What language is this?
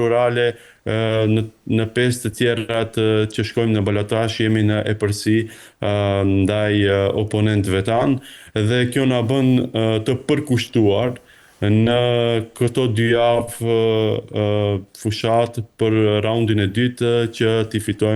Albanian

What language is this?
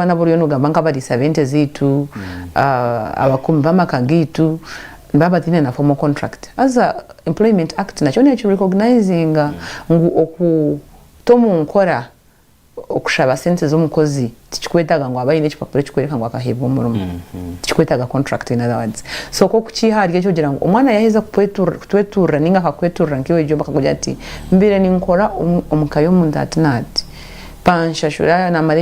Nyankole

